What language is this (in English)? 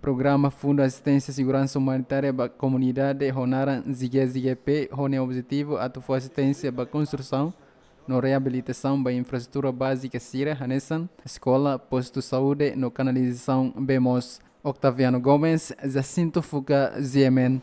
Tetum